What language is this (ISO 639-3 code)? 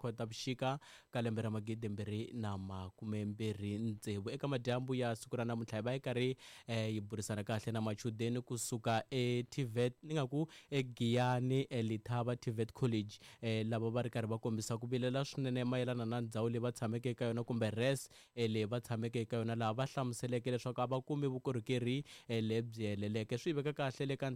tso